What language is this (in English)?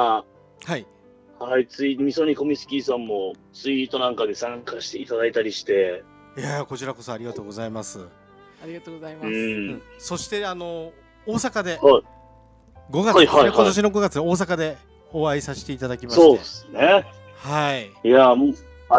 Japanese